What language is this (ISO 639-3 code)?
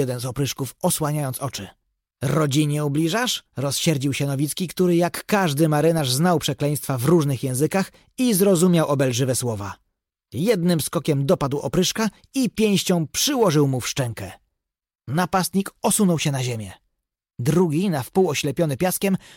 pol